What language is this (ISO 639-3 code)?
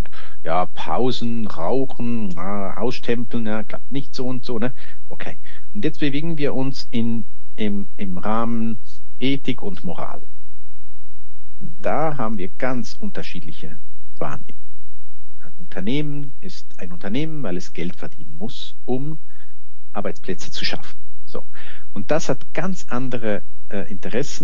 deu